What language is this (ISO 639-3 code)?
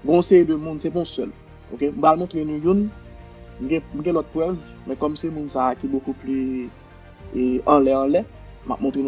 hat